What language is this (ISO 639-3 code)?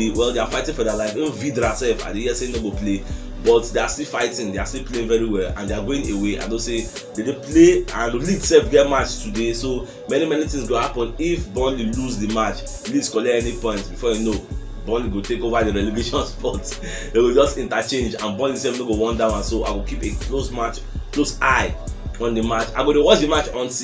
pcm